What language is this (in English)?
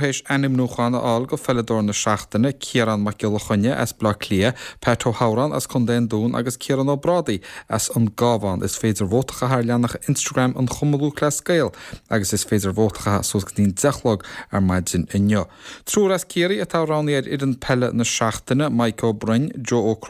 Irish